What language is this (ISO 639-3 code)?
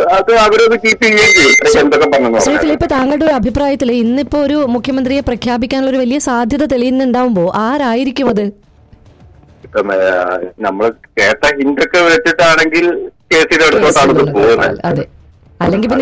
mal